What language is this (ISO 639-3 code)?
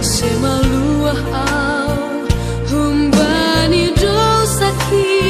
bts